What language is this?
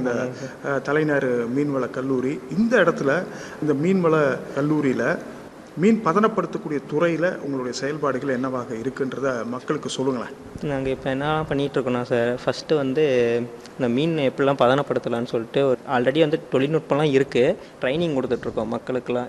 Tamil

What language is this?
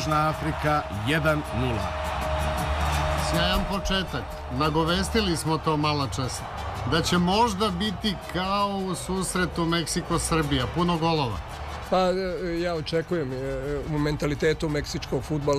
Serbian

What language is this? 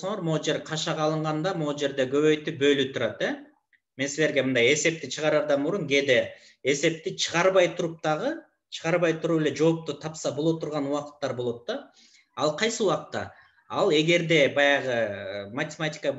Kyrgyz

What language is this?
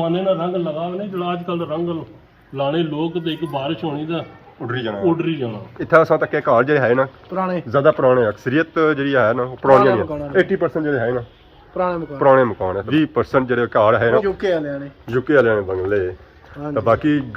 Pahari-Potwari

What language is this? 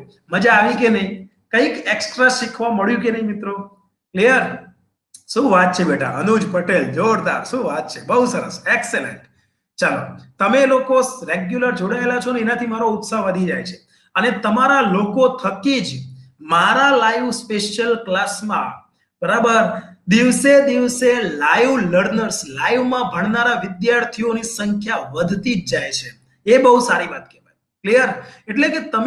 Gujarati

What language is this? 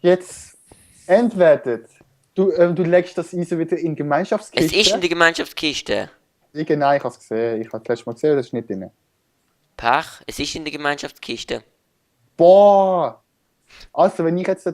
Swiss German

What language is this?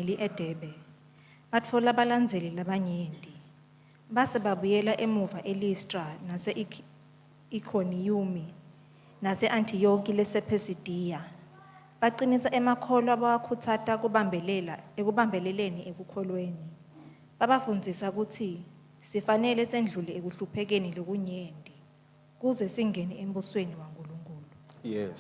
Swati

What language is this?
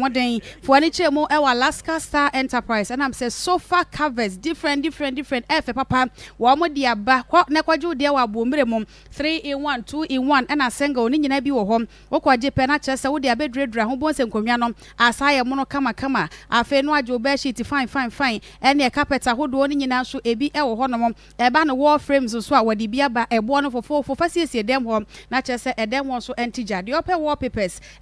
Akan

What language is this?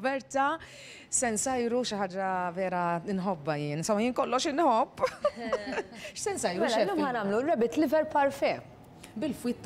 Maltese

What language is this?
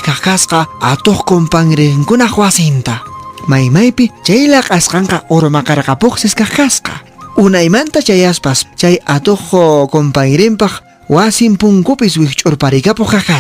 Quechua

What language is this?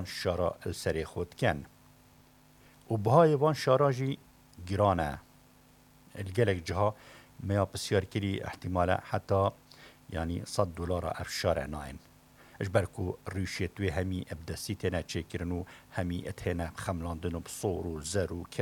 Persian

